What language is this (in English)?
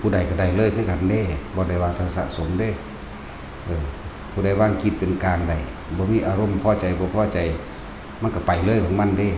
Northeastern Thai